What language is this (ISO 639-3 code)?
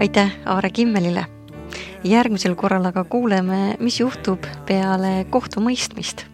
est